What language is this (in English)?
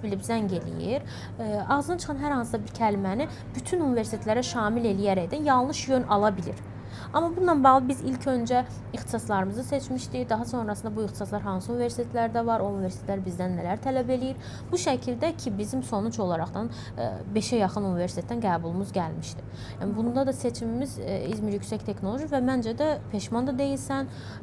Azerbaijani